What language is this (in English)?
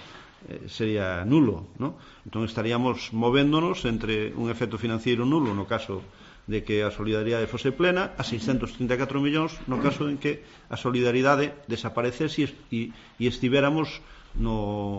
Galician